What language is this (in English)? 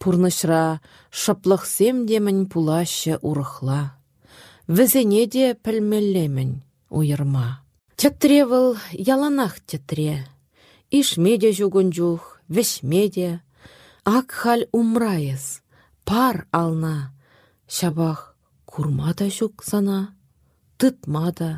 Chuvash